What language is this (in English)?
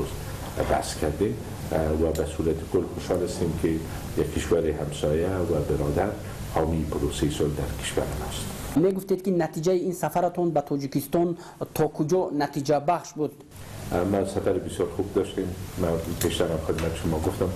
Persian